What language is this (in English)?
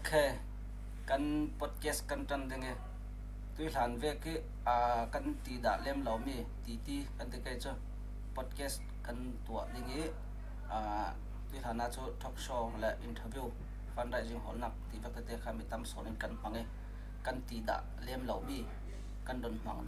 Falam Chin